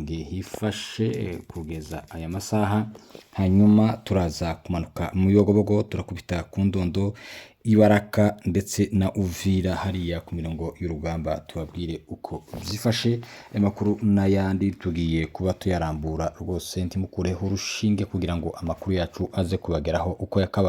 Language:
Kinyarwanda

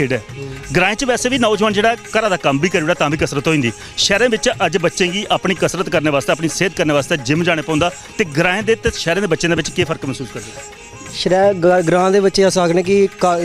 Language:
Dogri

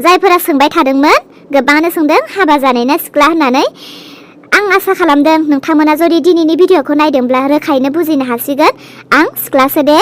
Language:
Bodo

